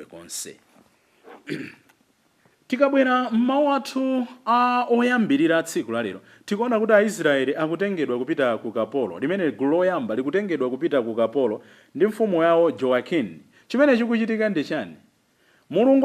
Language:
Nyanja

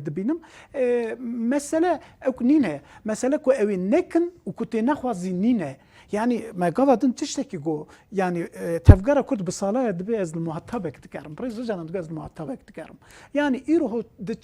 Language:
Kurdish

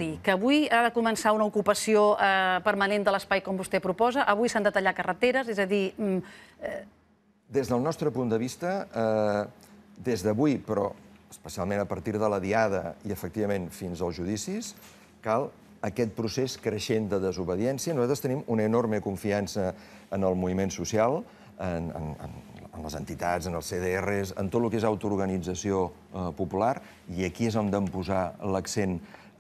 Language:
Catalan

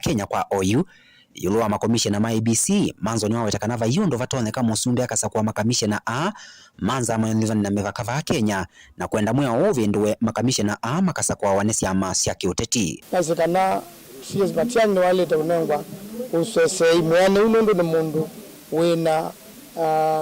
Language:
Kamba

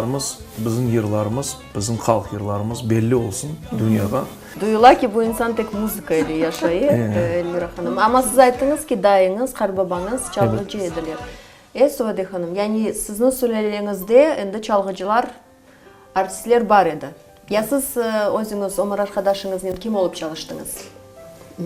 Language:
Crimean Tatar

